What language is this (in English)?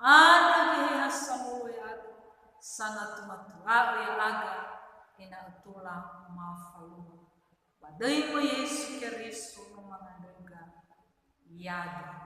Nias